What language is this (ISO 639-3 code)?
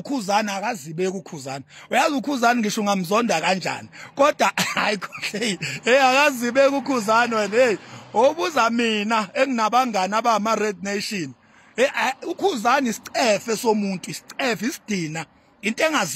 zul